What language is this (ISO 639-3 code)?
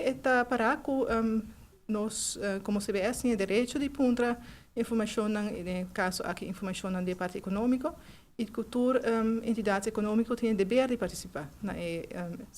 pap